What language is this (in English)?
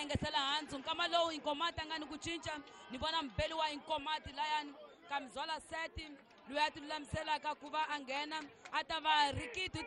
Tsonga